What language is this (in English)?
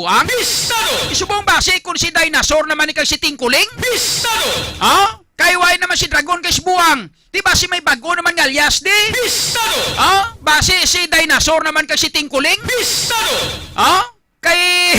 Hiligaynon